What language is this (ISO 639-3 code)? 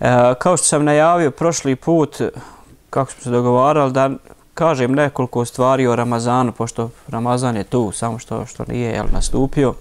bos